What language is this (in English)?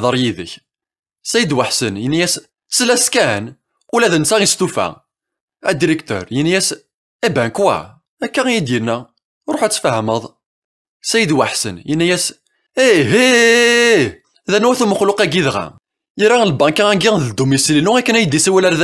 Kabyle